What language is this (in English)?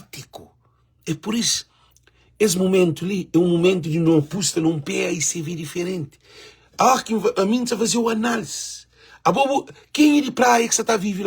Kabuverdianu